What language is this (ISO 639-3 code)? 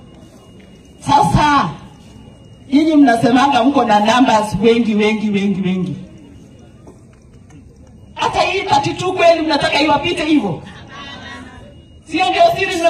swa